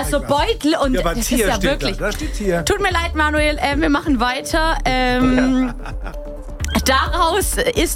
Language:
German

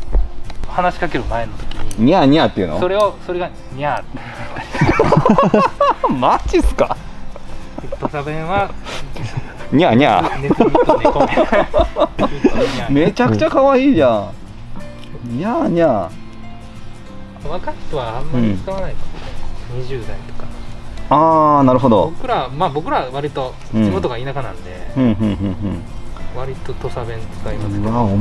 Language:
Japanese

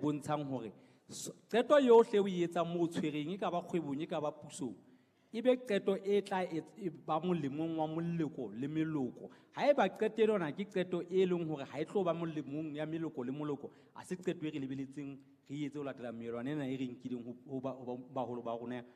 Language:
Southern Sotho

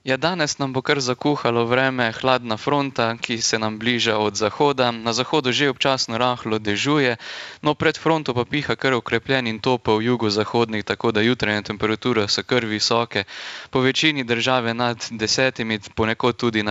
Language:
Slovenian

